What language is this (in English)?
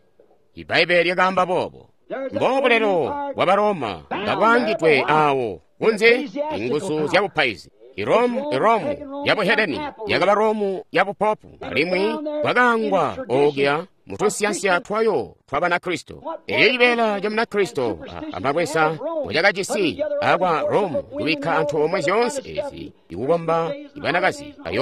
Tonga (Zambia)